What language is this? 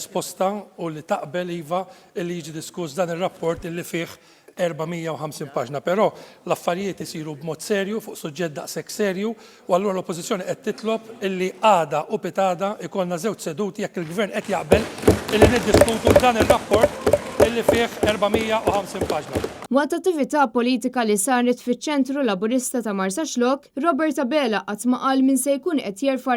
Maltese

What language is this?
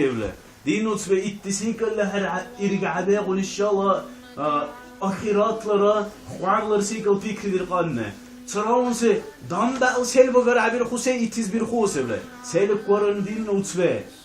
Dargwa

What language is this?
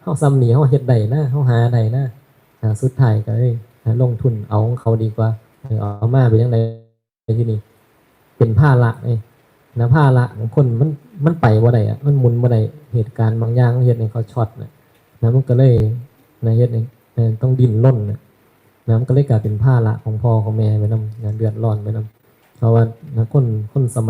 Northeastern Thai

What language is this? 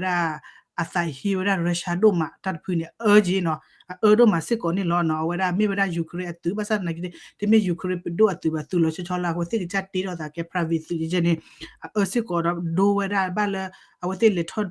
S'gaw Karen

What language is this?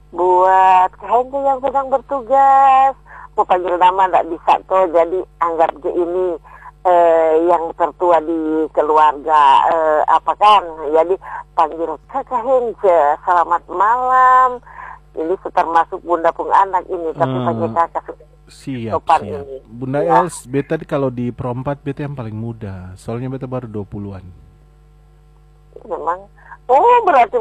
Indonesian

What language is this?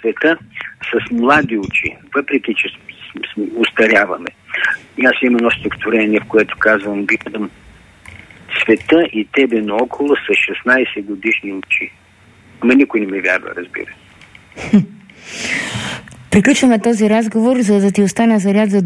Bulgarian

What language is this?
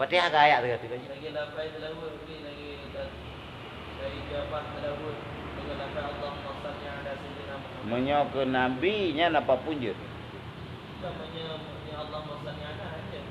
Achinese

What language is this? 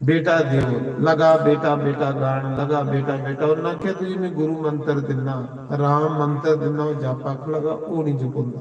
Dogri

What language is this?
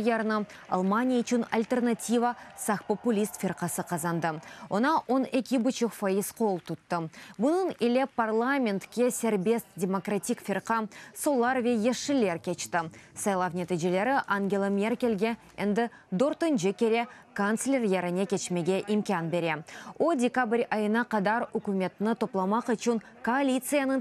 Crimean Tatar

